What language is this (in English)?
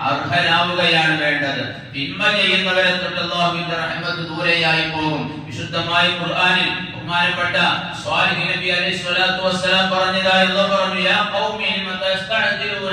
Malayalam